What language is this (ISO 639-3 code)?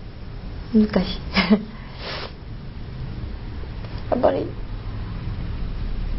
jpn